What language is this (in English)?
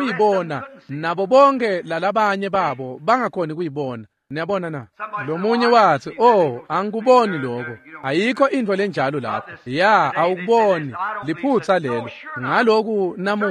Swati